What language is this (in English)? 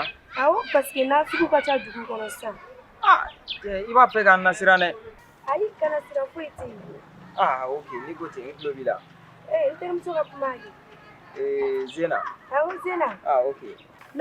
Bambara